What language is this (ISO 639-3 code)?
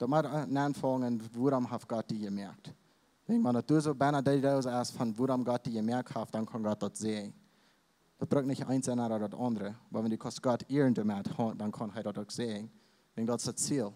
pdt